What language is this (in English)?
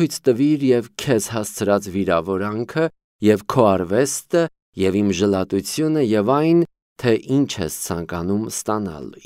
Armenian